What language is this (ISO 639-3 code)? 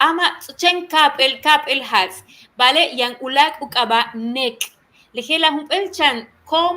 yua